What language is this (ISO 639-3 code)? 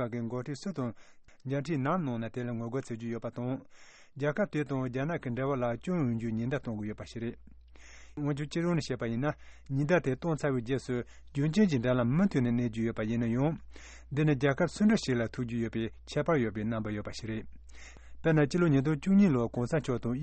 bod